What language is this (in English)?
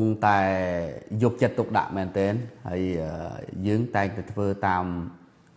Khmer